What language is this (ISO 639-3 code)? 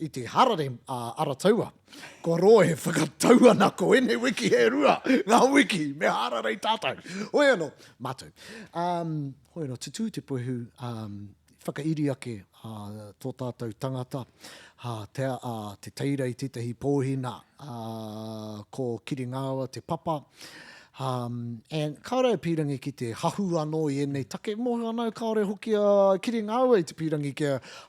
mri